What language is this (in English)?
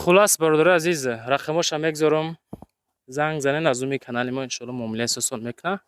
Tajik